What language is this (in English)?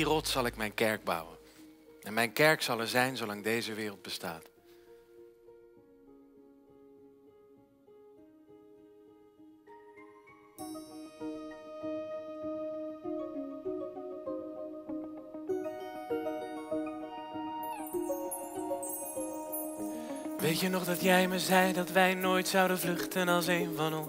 Dutch